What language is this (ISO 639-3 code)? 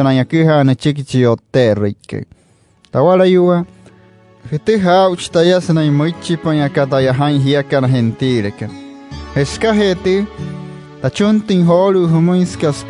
guc